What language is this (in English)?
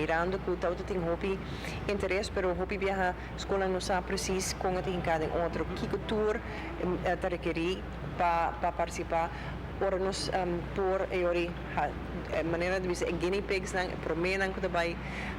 Papiamento